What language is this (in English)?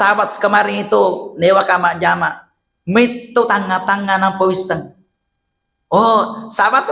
Buginese